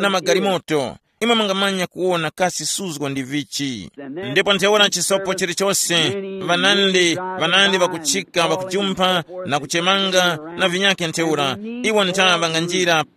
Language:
Tumbuka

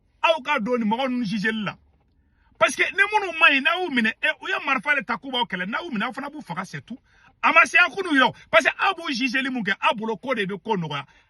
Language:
Bambara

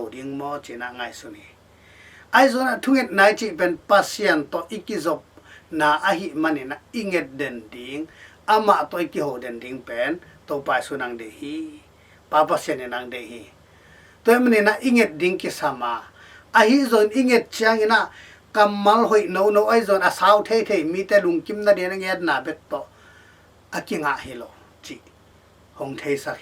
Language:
Tedim Chin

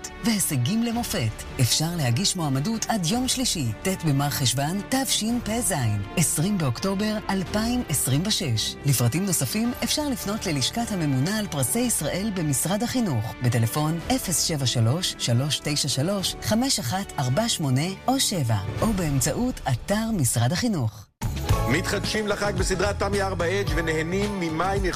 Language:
Hebrew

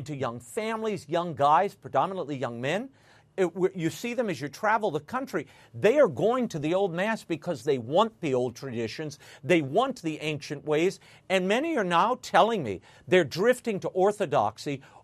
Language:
English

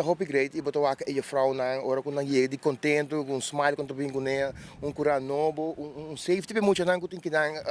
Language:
Papiamento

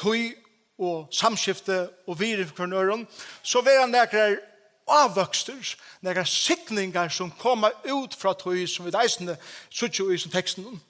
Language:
Faroese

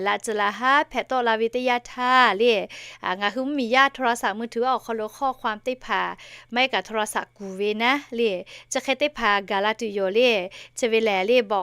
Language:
Lahu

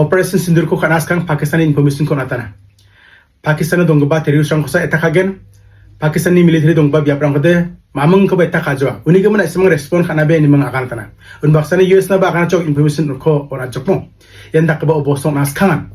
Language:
Garo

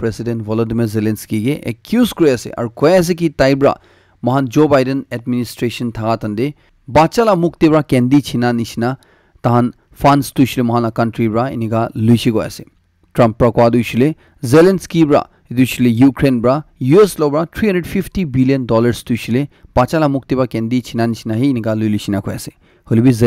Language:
Naga Pidgin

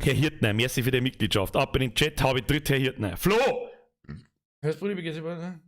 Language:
Bavarian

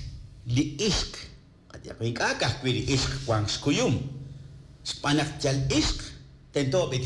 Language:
Kekchí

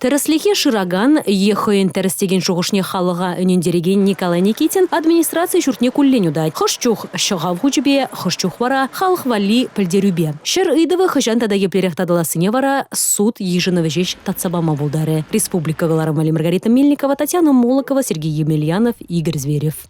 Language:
Chuvash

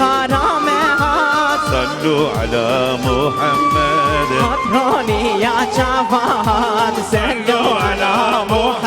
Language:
Kurdish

